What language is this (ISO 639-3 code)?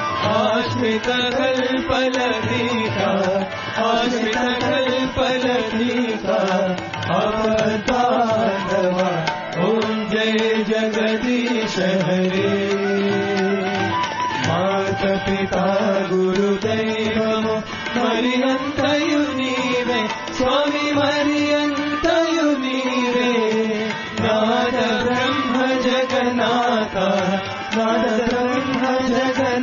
tel